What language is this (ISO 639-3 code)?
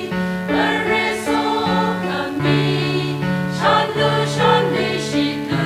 nmf